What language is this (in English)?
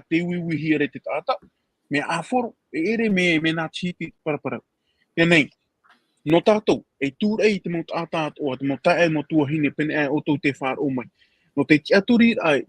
Tahitian